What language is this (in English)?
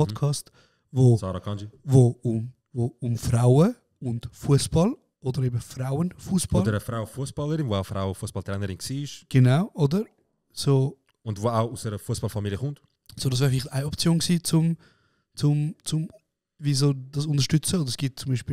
Swiss German